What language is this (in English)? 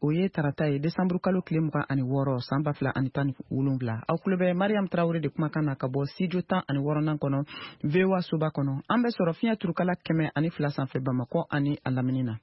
Bambara